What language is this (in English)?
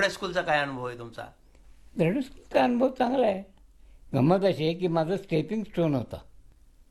Marathi